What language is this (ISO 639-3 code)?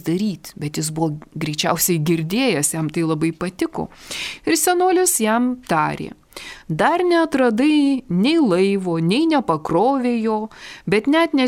lit